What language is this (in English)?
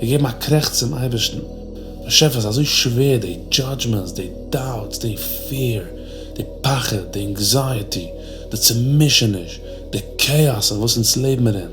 Yiddish